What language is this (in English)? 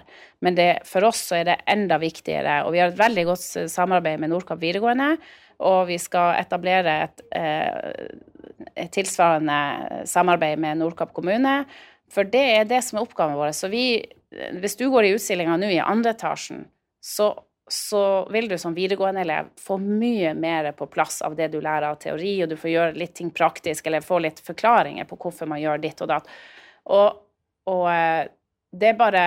Norwegian